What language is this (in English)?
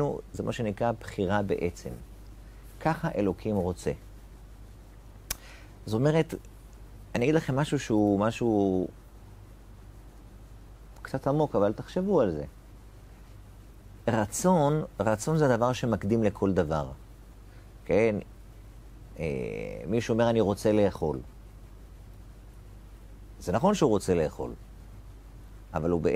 Hebrew